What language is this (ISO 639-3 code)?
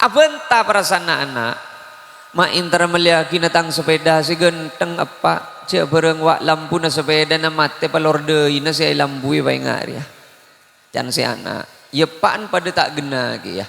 mad